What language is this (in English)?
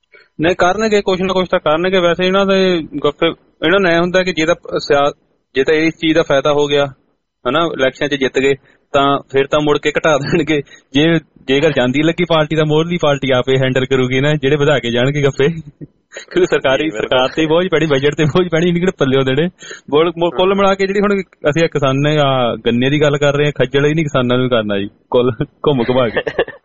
Punjabi